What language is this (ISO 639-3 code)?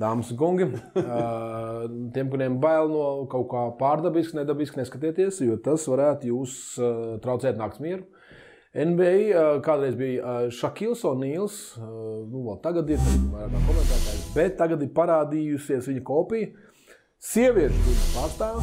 lav